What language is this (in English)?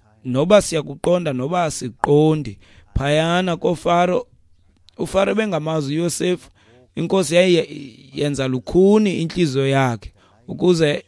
Xhosa